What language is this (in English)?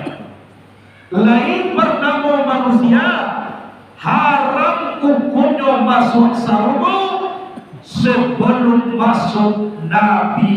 Minangkabau